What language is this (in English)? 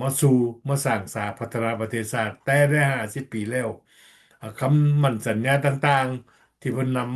Lao